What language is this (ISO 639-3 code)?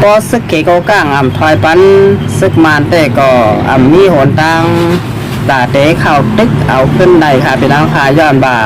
shn